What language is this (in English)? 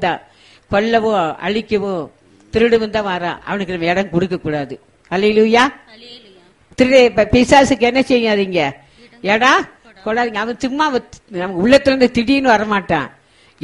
Tamil